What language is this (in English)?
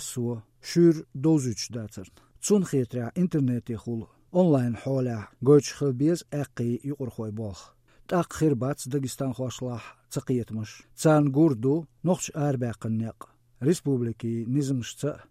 Chechen